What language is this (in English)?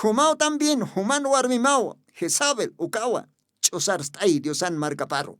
Aymara